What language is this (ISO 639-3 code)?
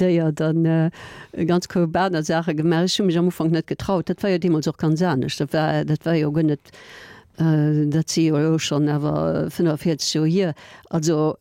ltz